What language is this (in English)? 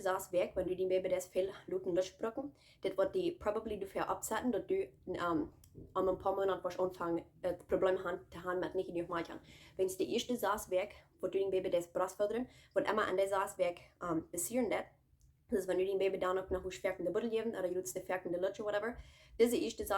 Plautdietsch